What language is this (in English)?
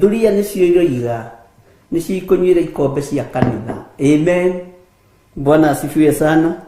Kikuyu